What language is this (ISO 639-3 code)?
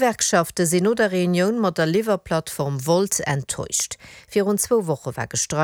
ltz